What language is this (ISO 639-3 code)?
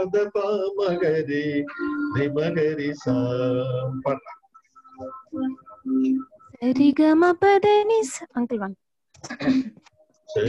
tel